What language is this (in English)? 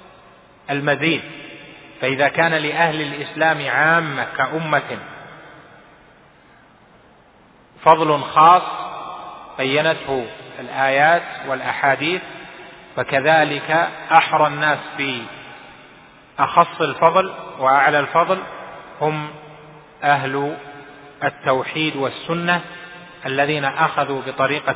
Arabic